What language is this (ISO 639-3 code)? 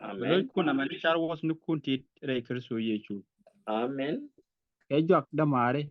nus